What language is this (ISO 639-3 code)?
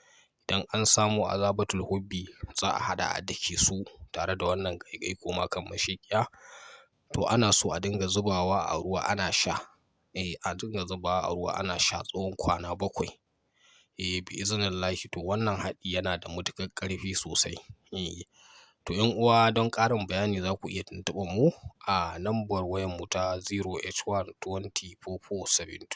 hau